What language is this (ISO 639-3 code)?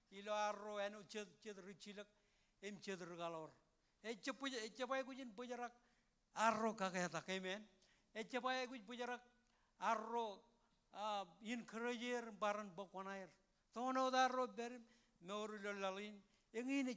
mah